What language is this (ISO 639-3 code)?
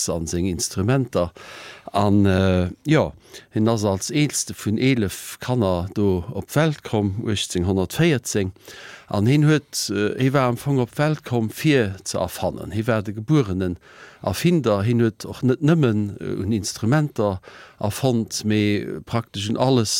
ltz